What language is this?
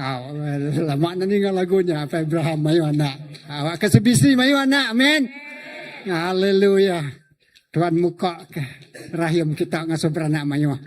Iban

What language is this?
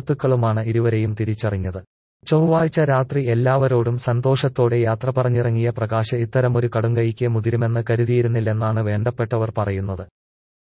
Malayalam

